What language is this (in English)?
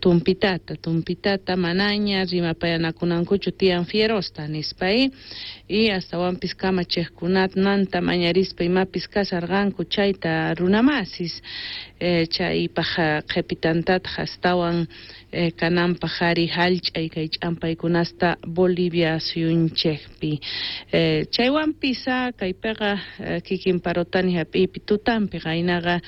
South Bolivian Quechua